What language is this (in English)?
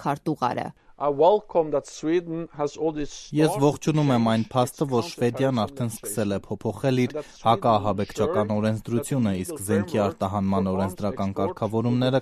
Armenian